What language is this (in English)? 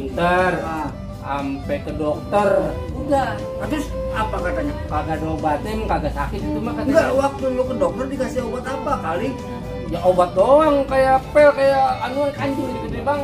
Betawi